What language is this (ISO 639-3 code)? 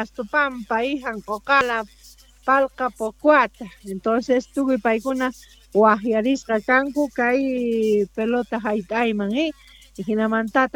que